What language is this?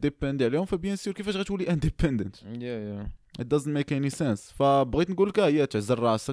Moroccan Arabic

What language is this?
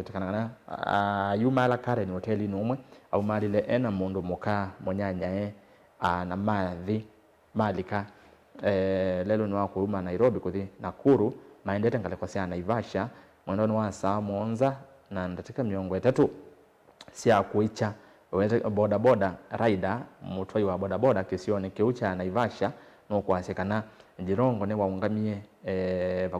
Kamba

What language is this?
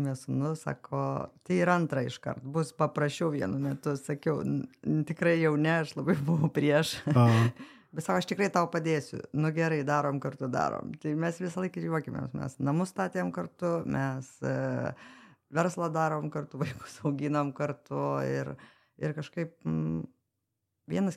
Lithuanian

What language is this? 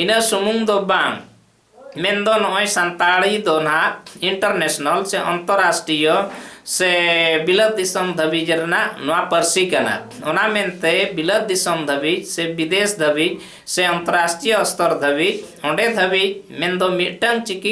Santali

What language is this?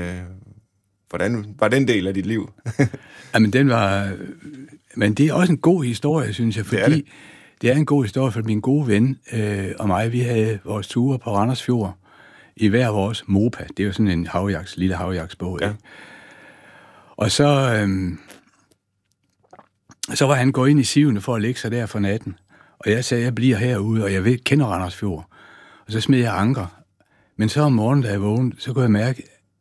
Danish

